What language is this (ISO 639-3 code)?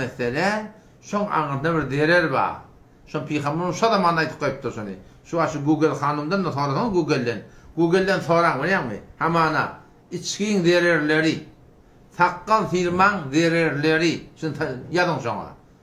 tuk